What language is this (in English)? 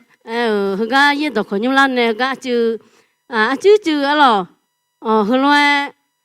Akha